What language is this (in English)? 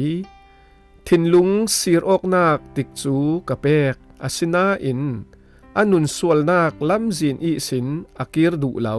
Falam Chin